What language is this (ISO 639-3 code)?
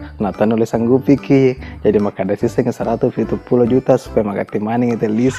bug